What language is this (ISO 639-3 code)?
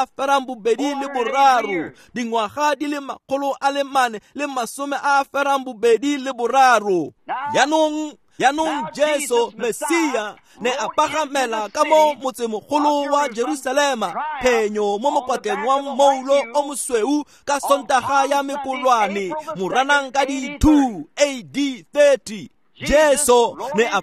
tsn